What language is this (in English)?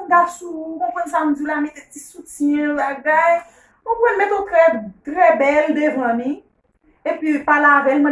Haitian Creole